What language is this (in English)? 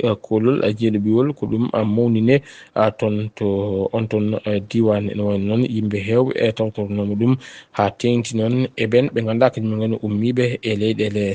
Fula